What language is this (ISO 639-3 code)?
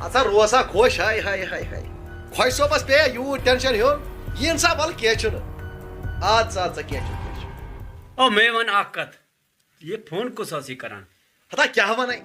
kas